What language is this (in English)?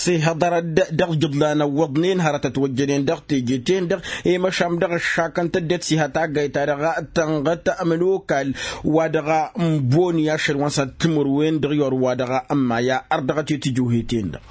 Tamasheq